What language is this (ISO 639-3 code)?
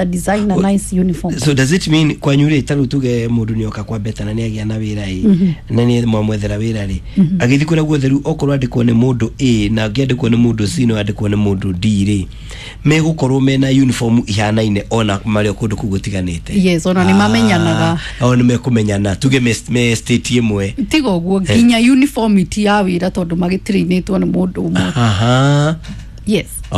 kik